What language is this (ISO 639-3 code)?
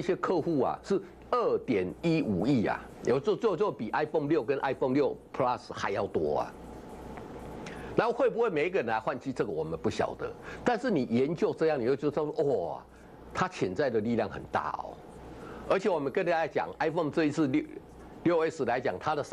zho